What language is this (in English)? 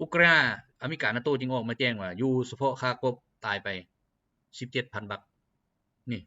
Lao